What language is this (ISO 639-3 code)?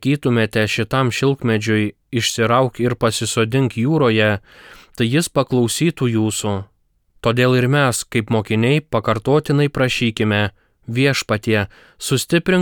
lit